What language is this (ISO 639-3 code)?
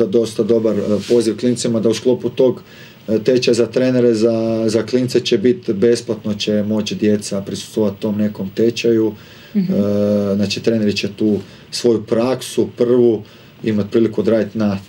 hrv